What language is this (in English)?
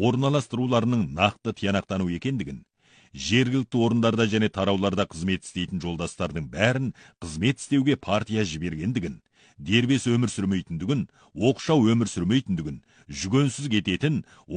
Kazakh